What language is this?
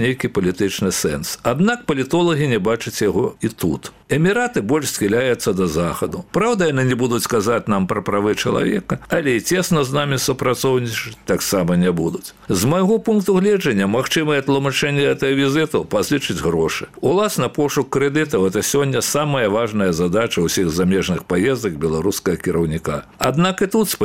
Belarusian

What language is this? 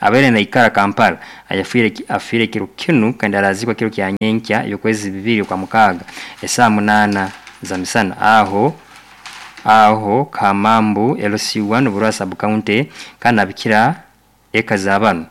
Nyoro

